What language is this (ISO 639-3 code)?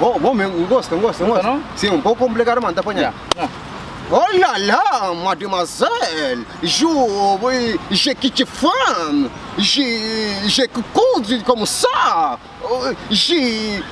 kea